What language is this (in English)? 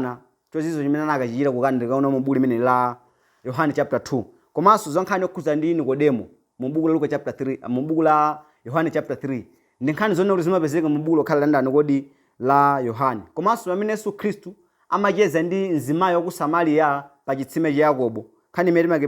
Nyanja